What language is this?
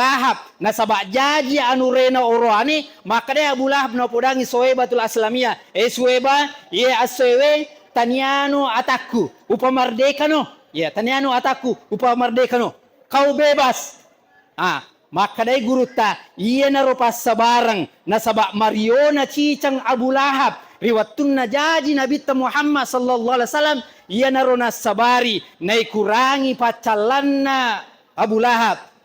Buginese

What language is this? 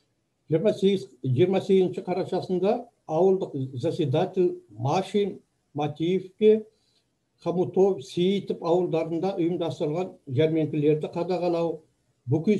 Kazakh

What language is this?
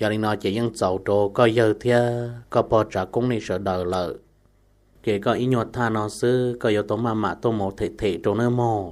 Hmong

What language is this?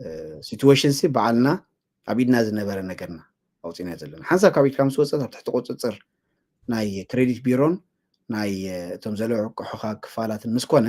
Tigrinya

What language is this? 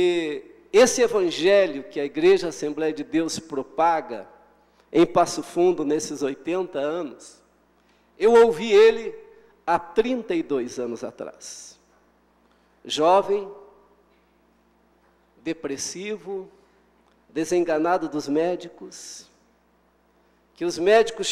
Portuguese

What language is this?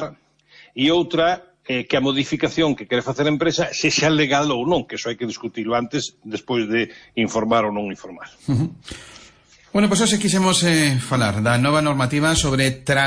Galician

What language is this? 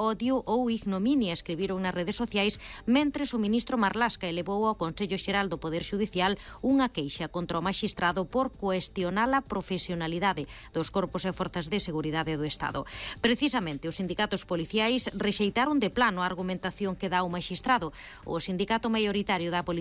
Galician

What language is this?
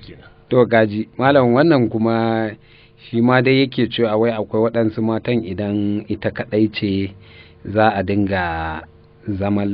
Hausa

